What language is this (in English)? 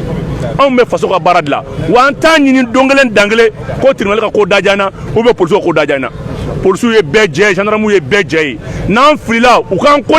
Bambara